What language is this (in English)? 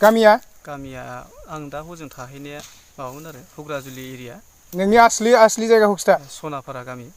Bodo